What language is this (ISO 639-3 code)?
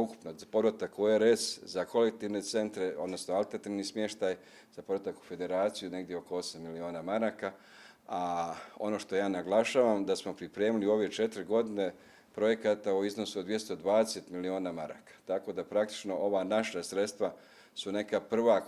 bos